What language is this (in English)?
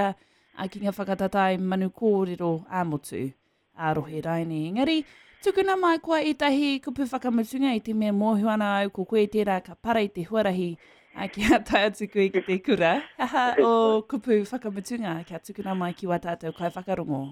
Māori